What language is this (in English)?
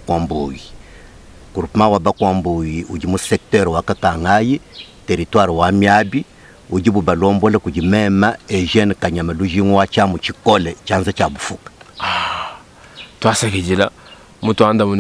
Luba-Lulua